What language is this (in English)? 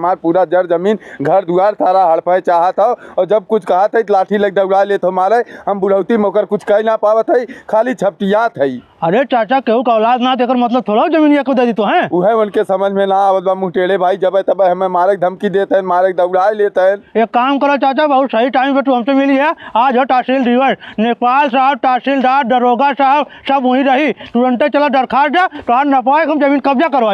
Bhojpuri